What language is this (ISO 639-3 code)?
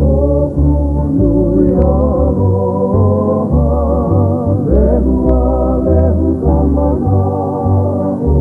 haw